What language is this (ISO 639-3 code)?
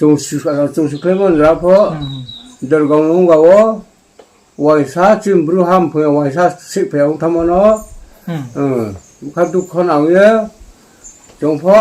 ria